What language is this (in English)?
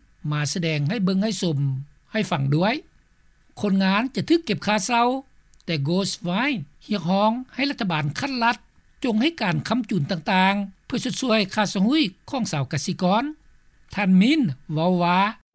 Lao